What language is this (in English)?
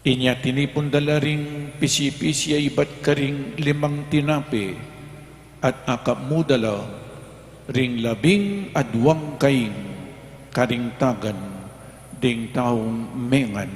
Pampanga